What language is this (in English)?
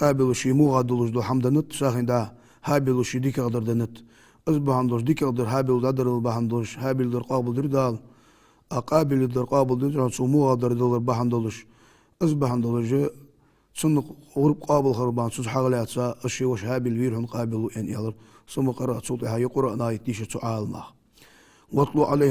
Ingush